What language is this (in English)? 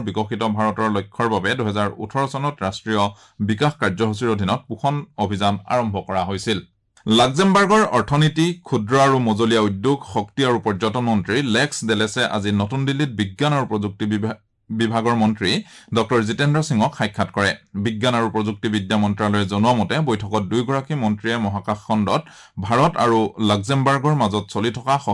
Assamese